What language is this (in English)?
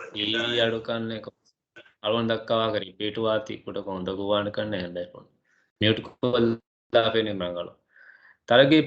Divehi